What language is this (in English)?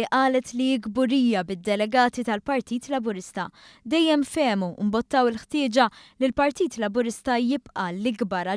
Maltese